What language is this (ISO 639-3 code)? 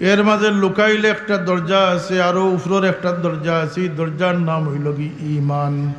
syl